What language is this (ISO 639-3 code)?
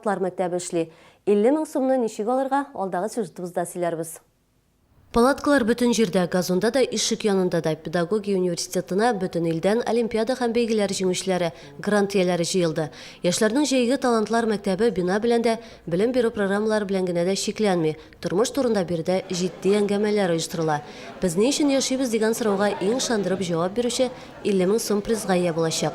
tat